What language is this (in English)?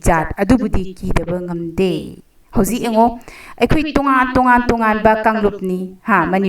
Manipuri